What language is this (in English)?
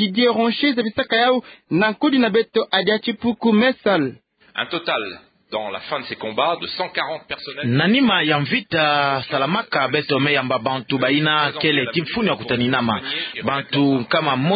Kituba (Democratic Republic of Congo)